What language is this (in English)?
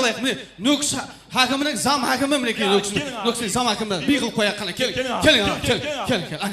Kara-Kalpak